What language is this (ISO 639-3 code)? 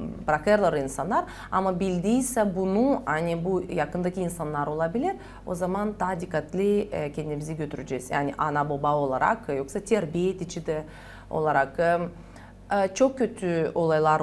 gag